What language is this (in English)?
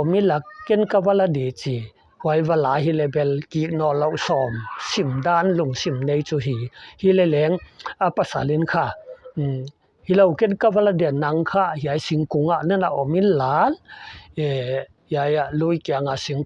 Paite Chin